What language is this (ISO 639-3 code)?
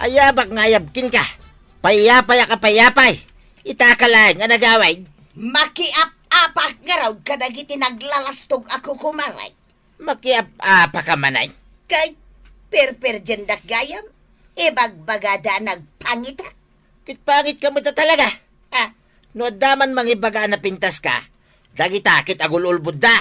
ilo